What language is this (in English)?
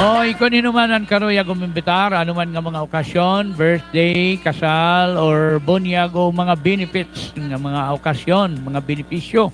Waray